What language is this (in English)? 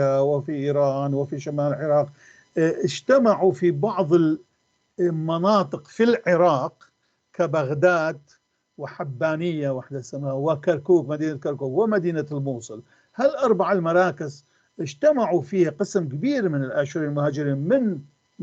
North Levantine Arabic